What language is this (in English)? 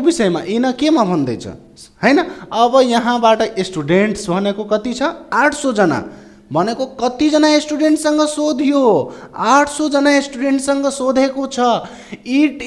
Nepali